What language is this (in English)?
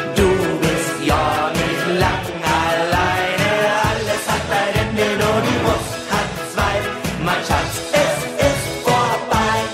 German